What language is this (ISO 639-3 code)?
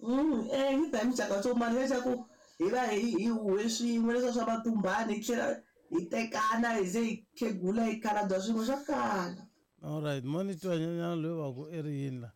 tso